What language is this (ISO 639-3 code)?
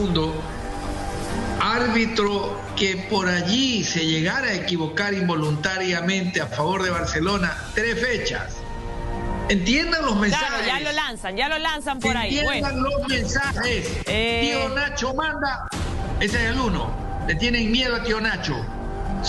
spa